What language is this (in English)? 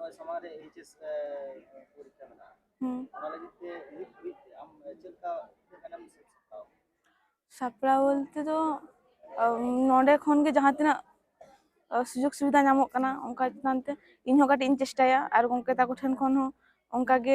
Santali